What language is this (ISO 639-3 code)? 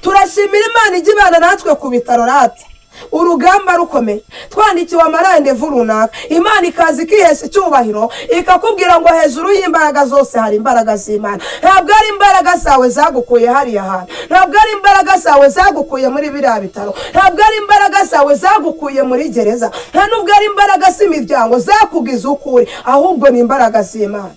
kin